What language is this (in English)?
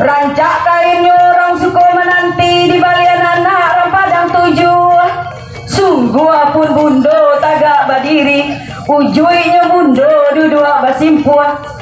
Minangkabau